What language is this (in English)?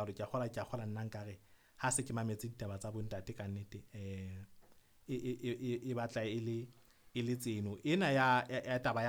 Southern Sotho